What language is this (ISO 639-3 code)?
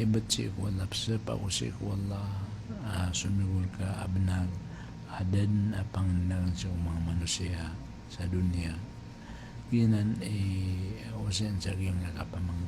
mrw